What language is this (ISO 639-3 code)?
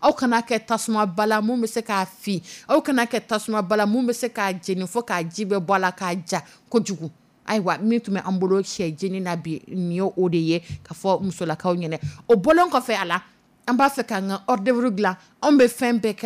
dyu